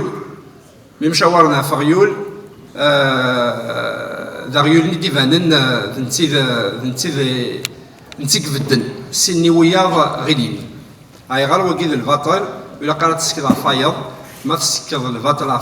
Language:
Kabyle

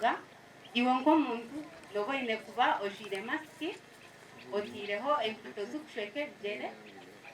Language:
Nyankole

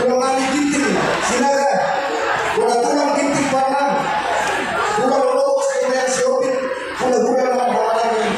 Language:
Batak Toba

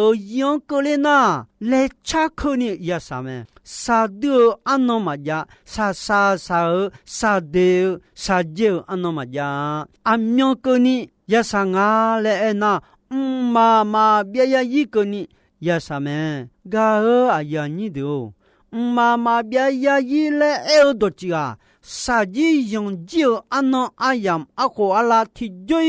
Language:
Akha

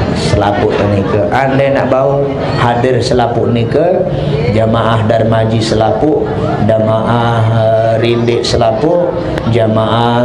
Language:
Sasak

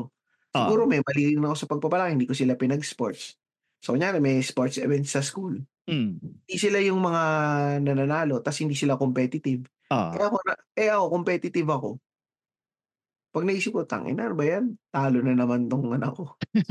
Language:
Filipino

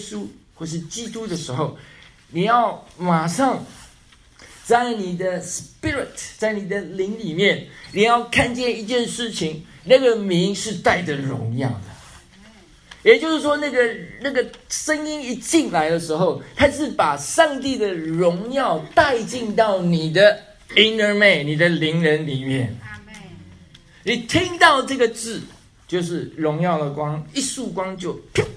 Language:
Chinese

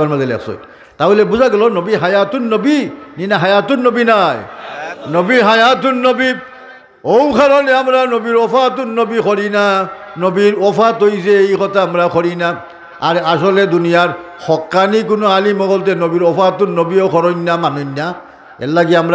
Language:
Sylheti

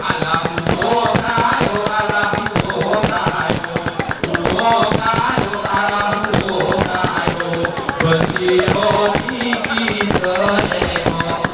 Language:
Gayo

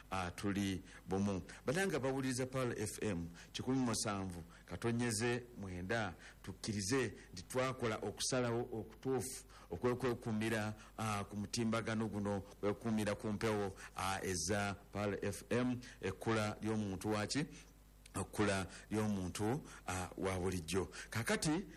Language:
Ganda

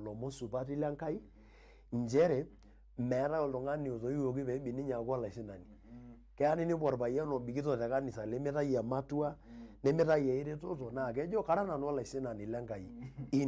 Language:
Masai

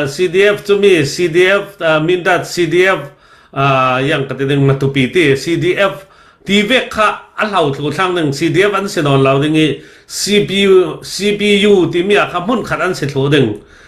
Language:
Falam Chin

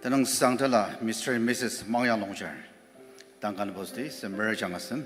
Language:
Ao Naga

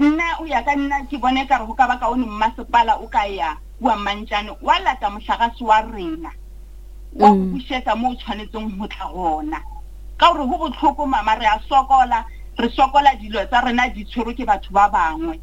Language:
Northern Sotho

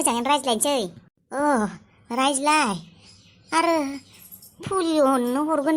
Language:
Bodo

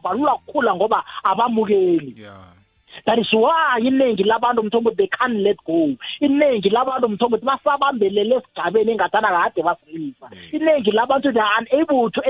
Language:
South Ndebele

